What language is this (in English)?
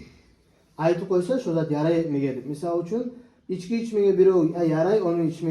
Kumyk